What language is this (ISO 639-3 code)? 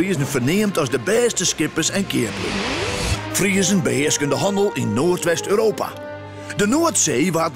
fry